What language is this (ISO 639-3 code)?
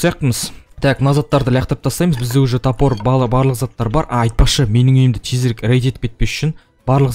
kaz